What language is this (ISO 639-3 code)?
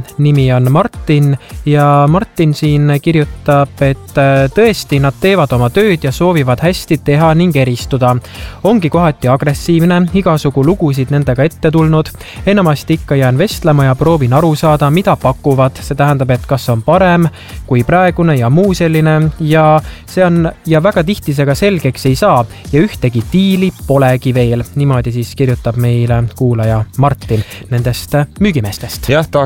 est